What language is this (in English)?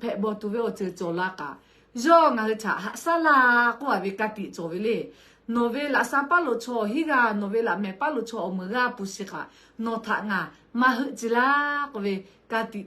Lahu